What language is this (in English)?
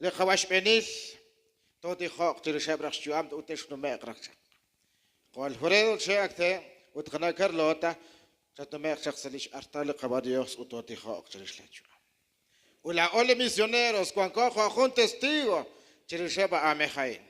Kekchí